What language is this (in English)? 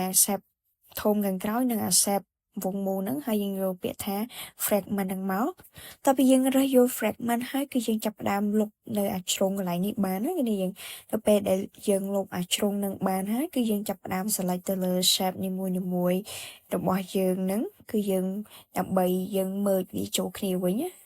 Khmer